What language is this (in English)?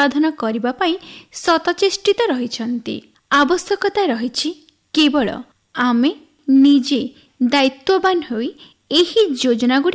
Odia